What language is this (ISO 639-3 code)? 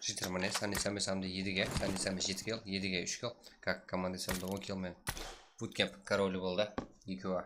kaa